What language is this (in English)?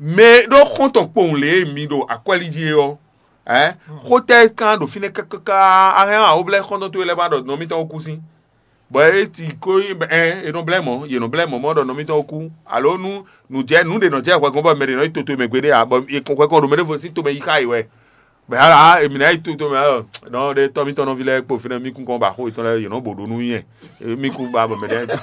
Fon